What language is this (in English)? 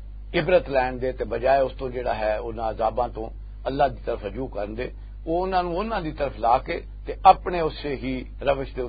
Western Panjabi